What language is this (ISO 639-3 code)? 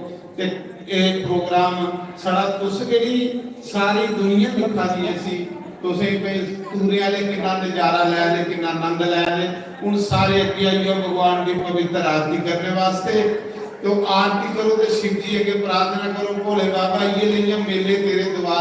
doi